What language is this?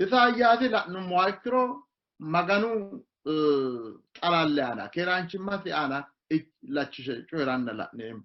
Sidamo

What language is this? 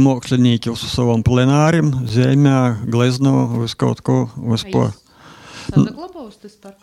Latvian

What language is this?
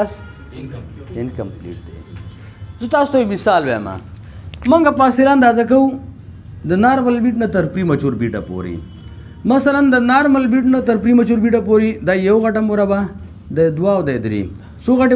Pashto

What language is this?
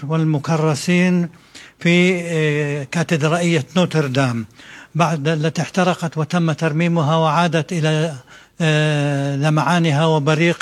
Arabic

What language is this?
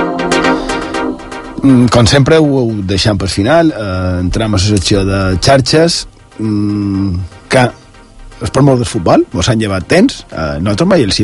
Catalan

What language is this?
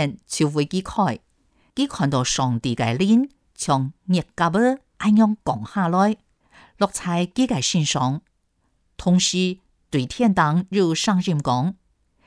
Hakka Chinese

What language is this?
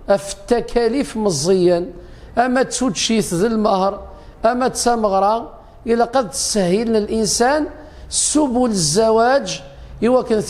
Kabyle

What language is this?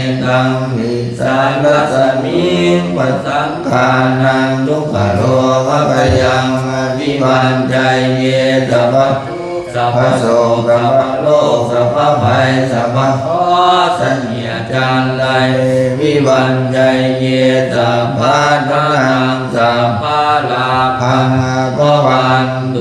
Pali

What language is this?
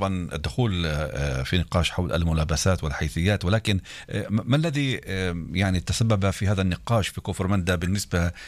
North Levantine Arabic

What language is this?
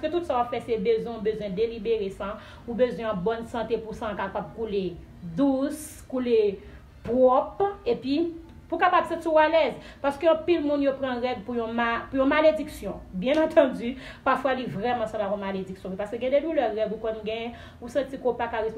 Haitian Creole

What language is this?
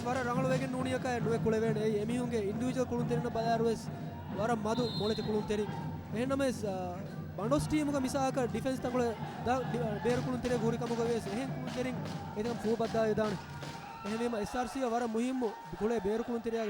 Divehi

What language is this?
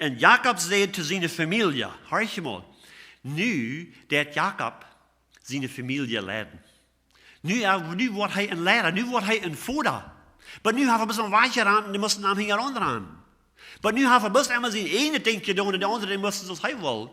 Plautdietsch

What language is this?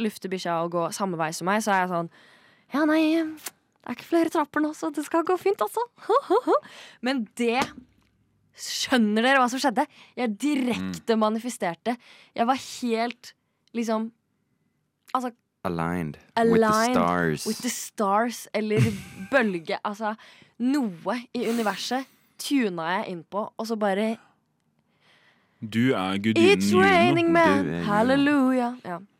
Norwegian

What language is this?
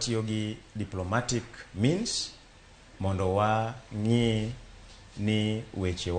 Luo (Kenya and Tanzania)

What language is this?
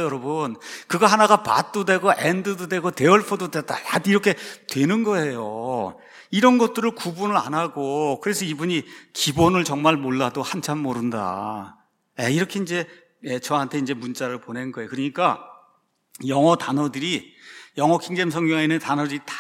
Korean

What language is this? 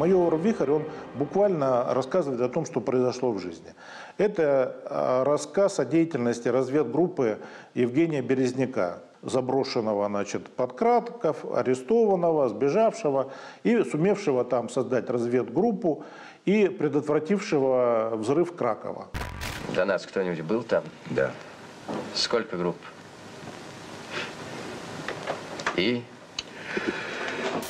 Russian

